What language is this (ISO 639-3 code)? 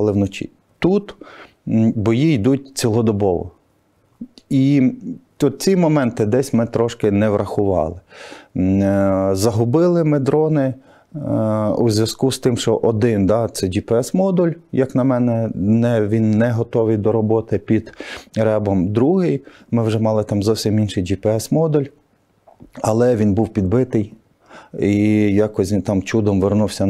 ukr